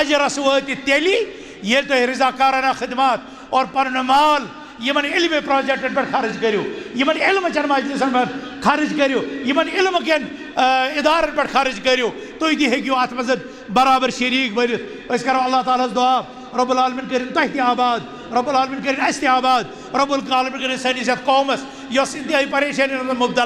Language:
Kashmiri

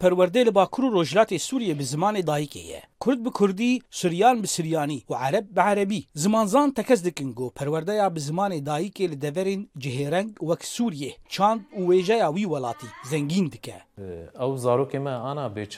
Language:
Kurdish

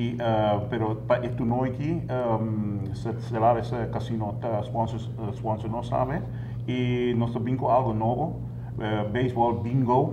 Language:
Papiamento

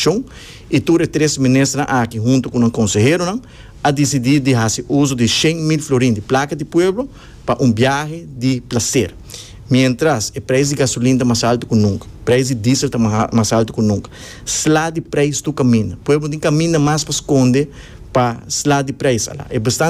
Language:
Papiamento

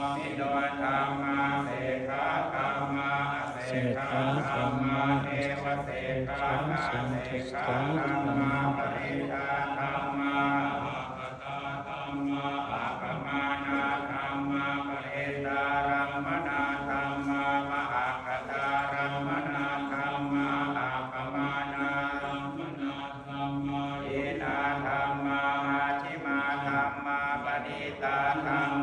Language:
Pali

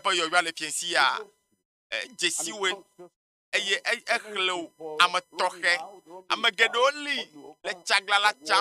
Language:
Ewe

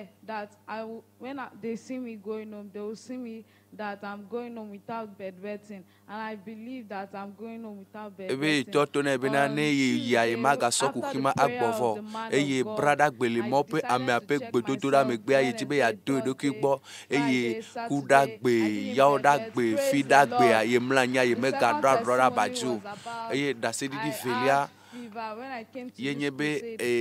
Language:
Ewe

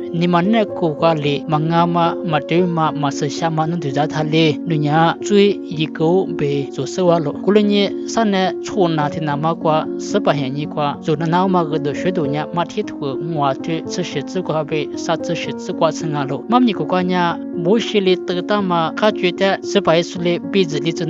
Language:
Lisu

